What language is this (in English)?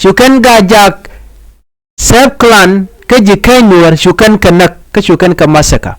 Nuer